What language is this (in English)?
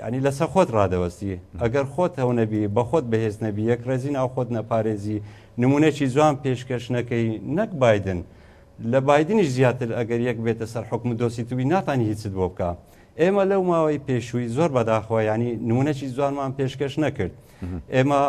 Central Kurdish